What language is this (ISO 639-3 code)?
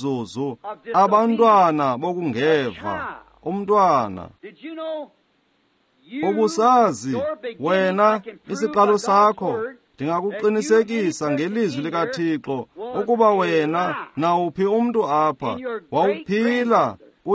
xho